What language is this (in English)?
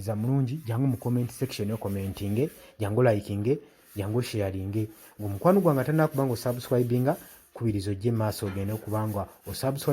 Ganda